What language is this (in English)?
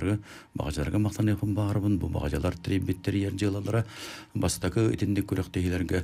Yakut